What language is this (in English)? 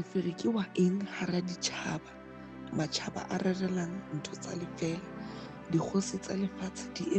Southern Sotho